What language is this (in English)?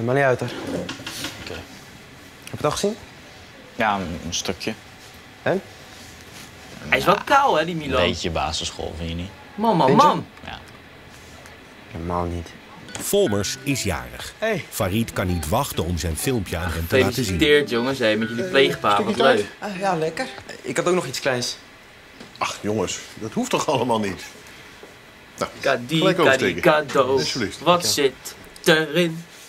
Dutch